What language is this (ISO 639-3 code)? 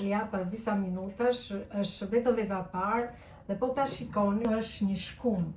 sqi